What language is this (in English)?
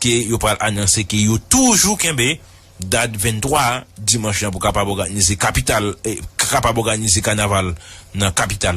Haitian Creole